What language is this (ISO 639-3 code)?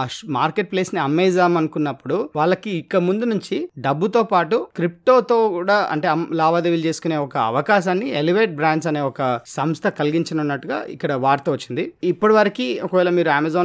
tel